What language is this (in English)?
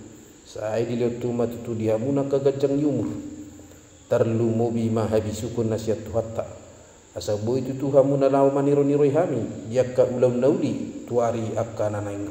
Batak Toba